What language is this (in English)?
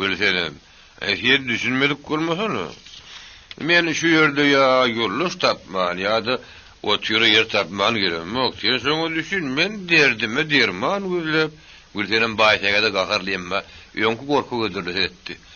Turkmen